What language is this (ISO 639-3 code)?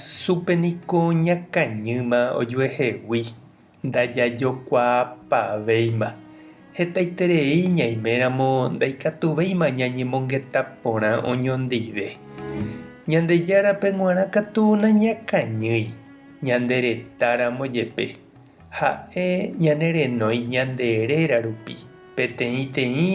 grn